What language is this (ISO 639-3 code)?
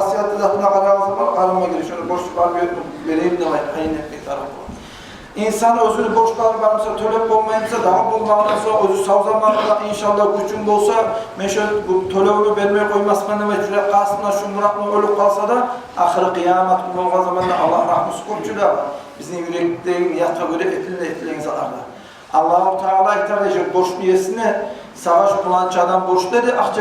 kum